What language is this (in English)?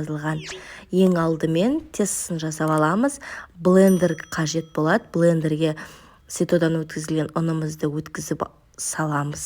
Kazakh